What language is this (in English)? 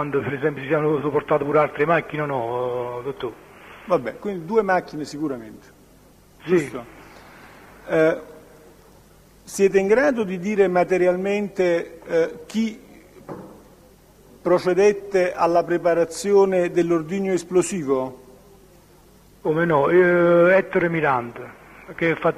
Italian